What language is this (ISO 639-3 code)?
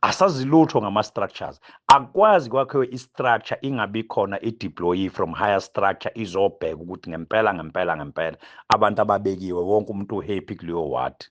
zul